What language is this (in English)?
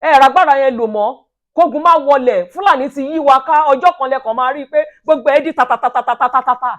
Yoruba